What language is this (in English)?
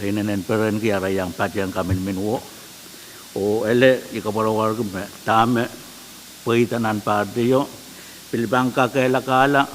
Pohnpeian